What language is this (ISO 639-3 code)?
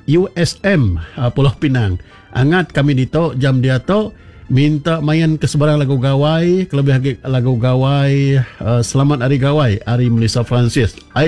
iba